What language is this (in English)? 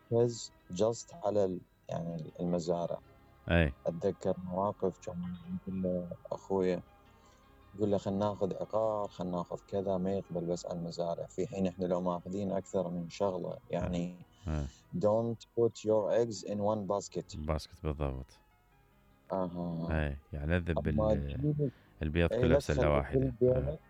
Mesopotamian Arabic